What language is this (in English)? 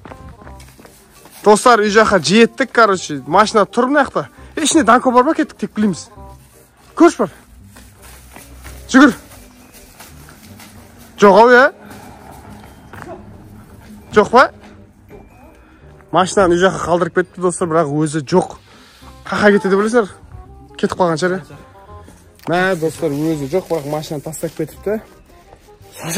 Kazakh